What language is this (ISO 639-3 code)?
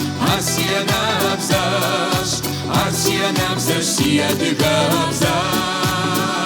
kbd